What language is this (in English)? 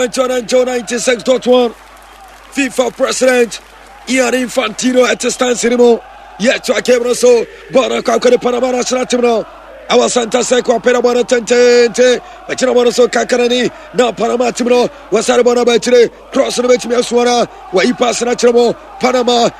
Akan